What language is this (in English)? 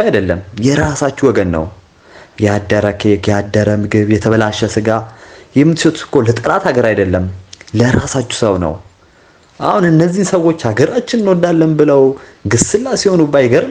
Amharic